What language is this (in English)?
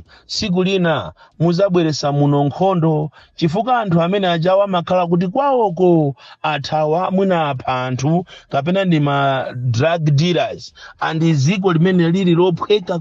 Nyanja